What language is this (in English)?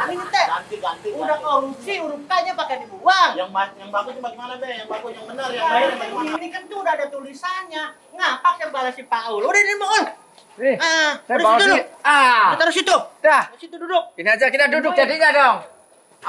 Betawi